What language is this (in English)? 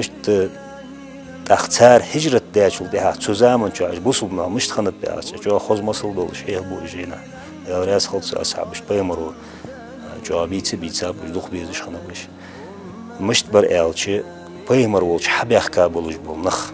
Ingush